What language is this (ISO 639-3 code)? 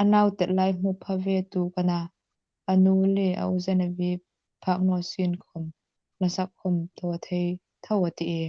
hmr